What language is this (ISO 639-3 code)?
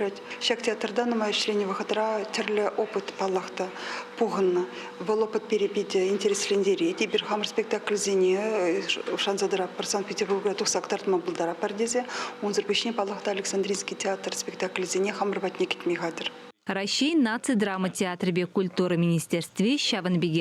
chv